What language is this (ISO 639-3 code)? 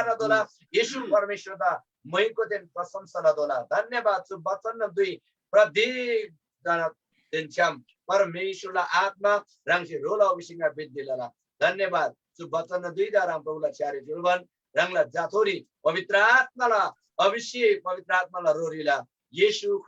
taj